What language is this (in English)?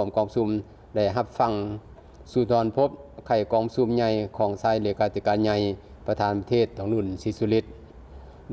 Lao